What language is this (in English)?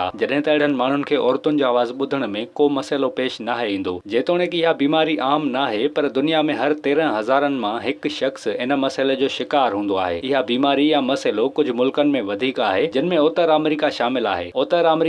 Sindhi